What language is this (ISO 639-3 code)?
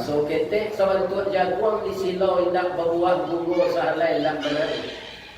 min